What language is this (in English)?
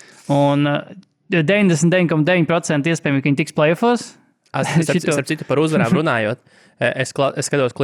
Latvian